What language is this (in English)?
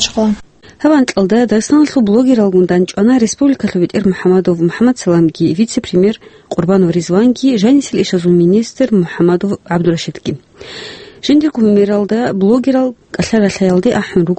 Avaric